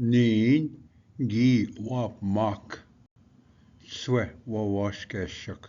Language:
Ojibwa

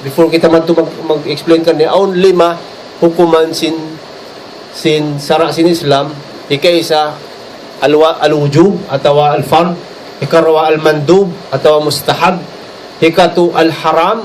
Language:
Tausug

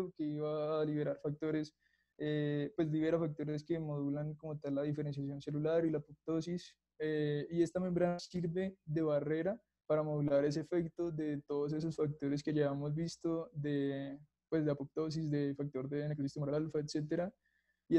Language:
Spanish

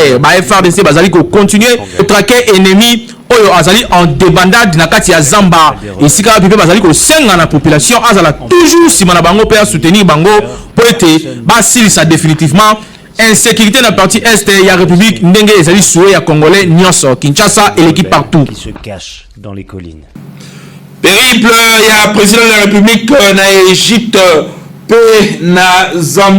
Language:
Lingala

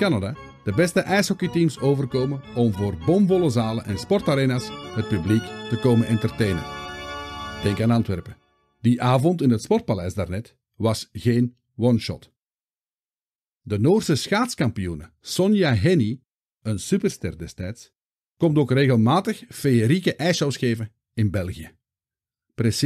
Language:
Dutch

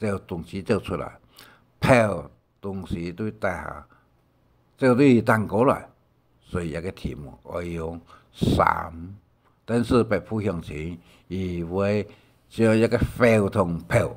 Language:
Hakka Chinese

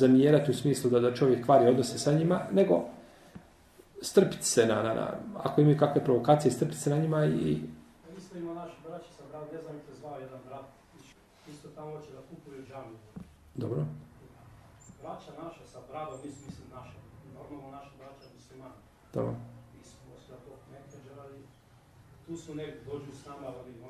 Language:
Bosnian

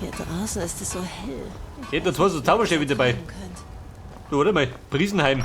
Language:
Bavarian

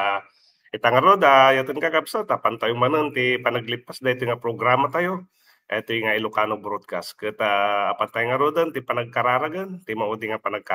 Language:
Iloko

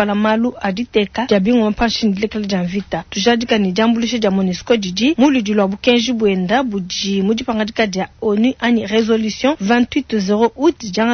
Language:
Luba-Lulua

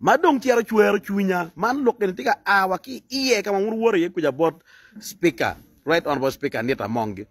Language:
Acoli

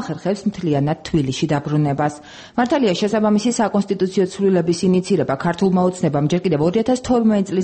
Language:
Georgian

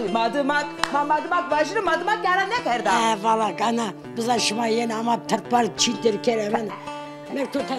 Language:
Zaza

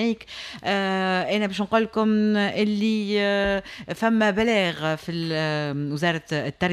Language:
Tunisian Arabic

